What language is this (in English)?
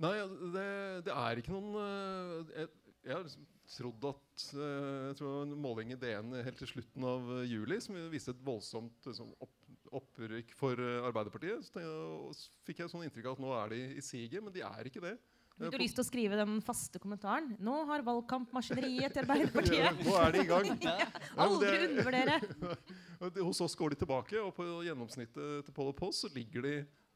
Norwegian